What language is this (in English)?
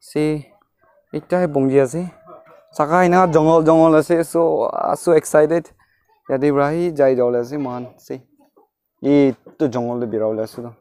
Naga Pidgin